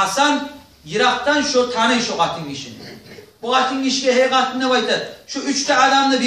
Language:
Kumyk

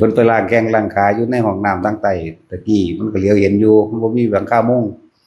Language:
Northeastern Thai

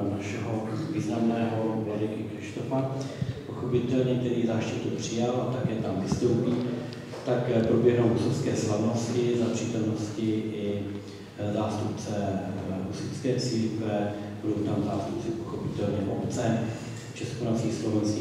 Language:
Czech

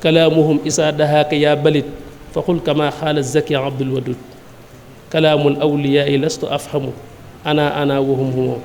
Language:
Wolof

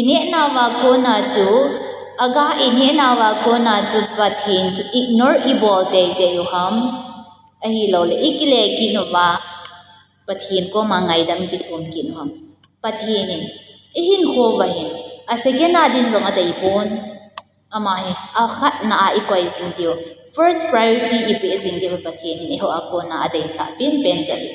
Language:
Thado Chin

